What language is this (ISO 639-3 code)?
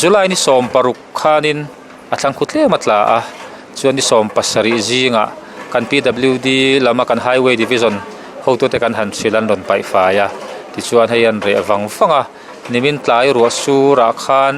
lus